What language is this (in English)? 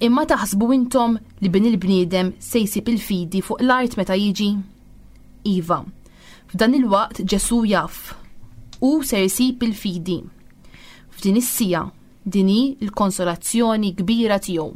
Maltese